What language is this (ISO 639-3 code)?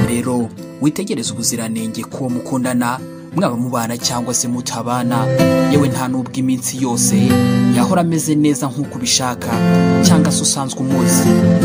kin